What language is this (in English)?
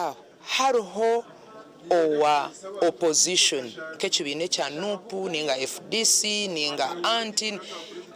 Nyankole